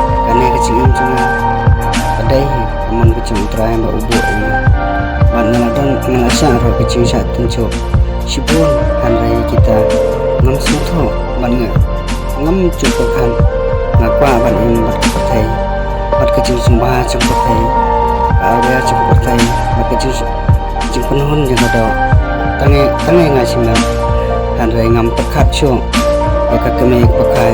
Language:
Khasi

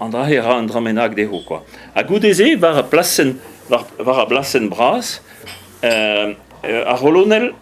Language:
Breton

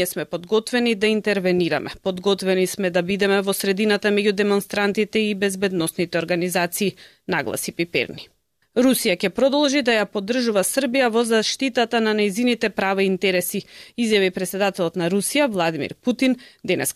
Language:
Macedonian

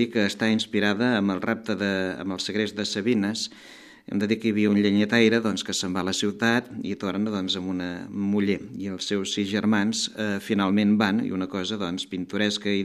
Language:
Catalan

